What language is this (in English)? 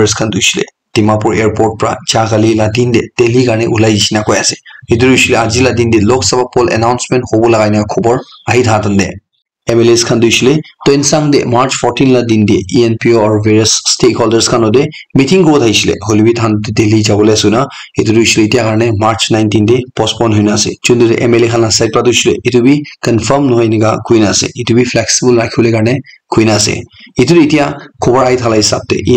Naga Pidgin